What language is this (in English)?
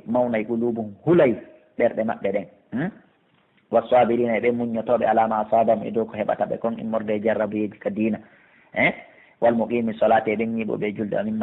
Fula